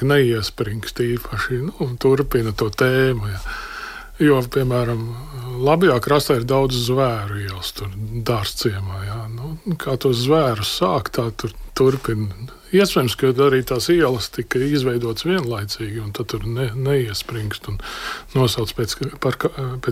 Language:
Latvian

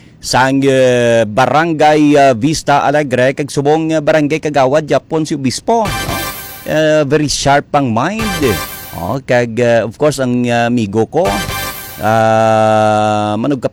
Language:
Hiligaynon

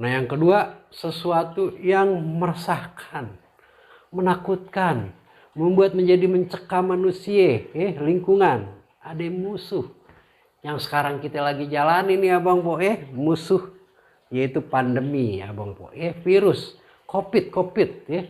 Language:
Betawi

